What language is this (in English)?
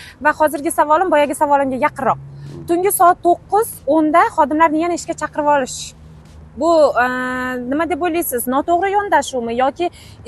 Uzbek